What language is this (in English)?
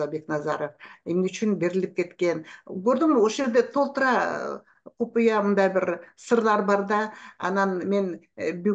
Kyrgyz